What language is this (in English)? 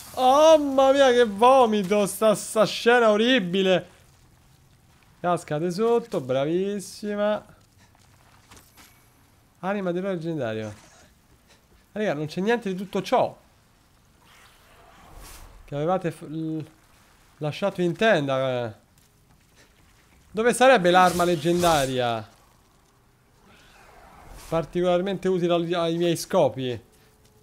Italian